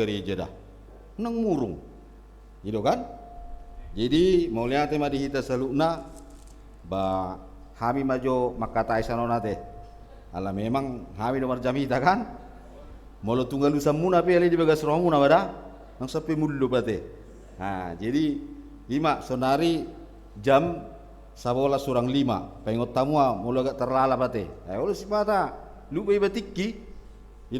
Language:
Batak Toba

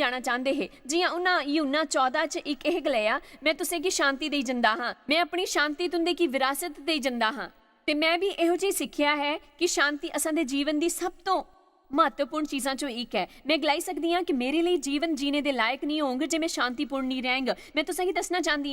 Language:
Dogri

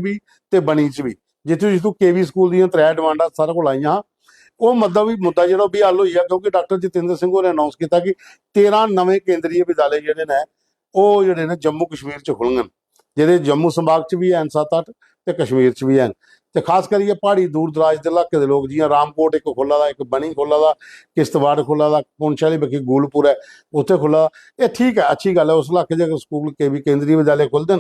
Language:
Dogri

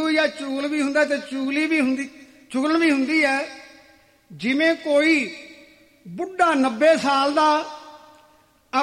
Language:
Punjabi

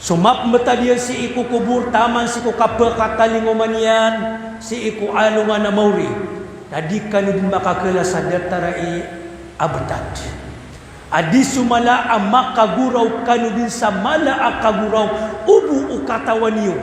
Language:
Maranao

